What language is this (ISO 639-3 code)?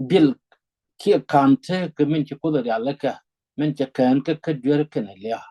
nus